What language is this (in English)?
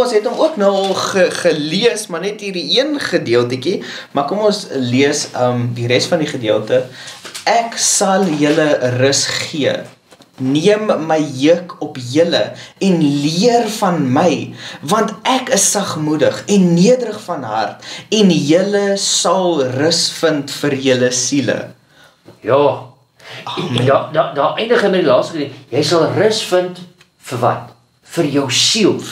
Afrikaans